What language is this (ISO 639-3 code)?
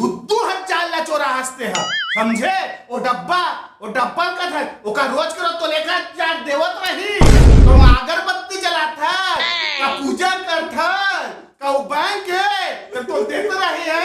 hne